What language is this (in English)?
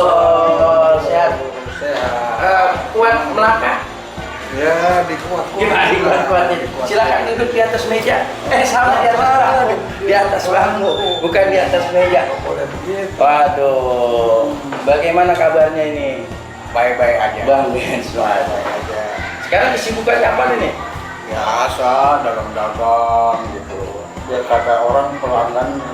Betawi